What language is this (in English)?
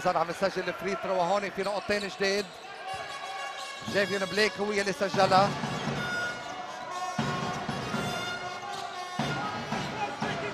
North Levantine Arabic